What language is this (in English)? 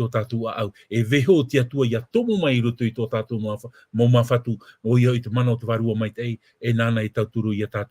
Tahitian